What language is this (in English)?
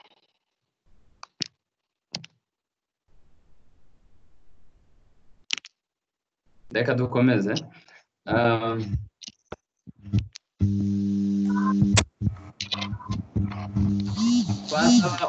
Kinyarwanda